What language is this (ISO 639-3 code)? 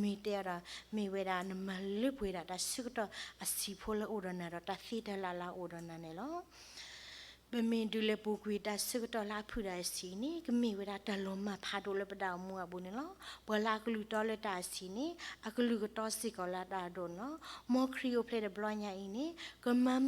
ksw